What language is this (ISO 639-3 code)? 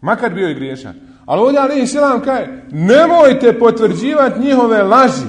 bos